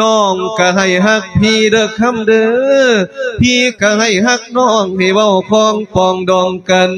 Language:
Lao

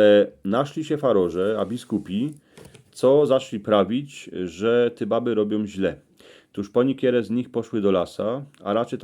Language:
Silesian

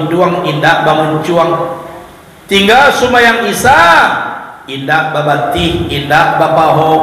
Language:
Minangkabau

